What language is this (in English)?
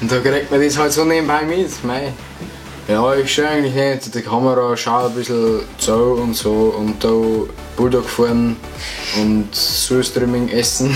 Bavarian